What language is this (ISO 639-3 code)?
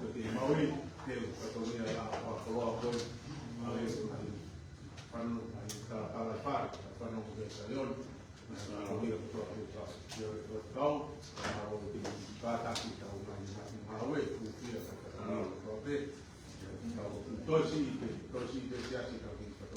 ton